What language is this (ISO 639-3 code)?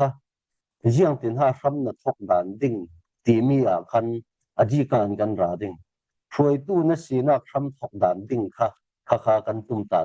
cfm